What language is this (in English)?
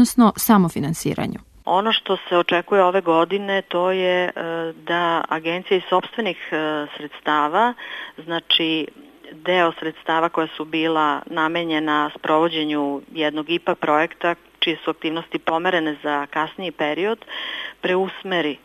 Serbian